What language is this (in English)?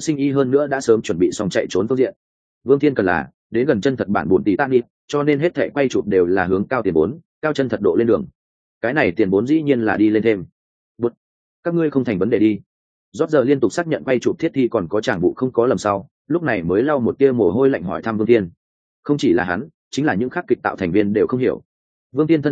Vietnamese